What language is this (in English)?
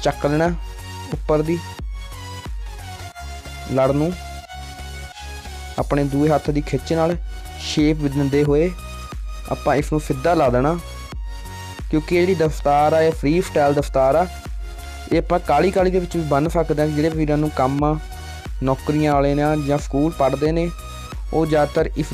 Punjabi